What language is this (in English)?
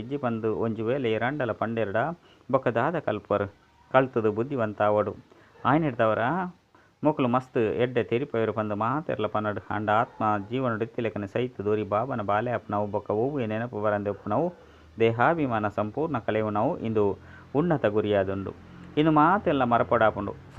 Tulu